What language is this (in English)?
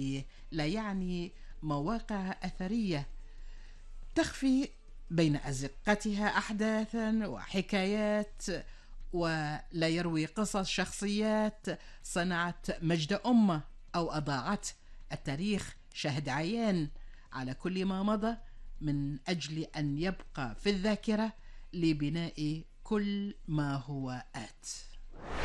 Arabic